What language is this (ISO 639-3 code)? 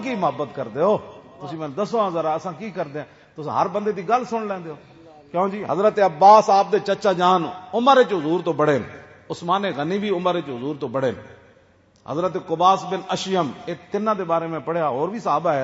lah